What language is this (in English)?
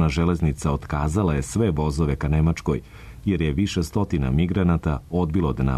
Serbian